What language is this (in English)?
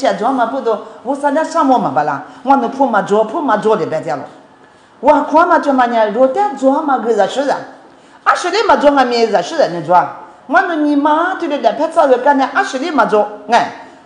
Lisu